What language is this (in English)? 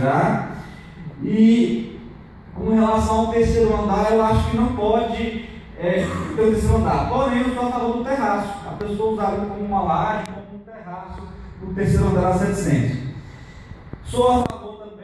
Portuguese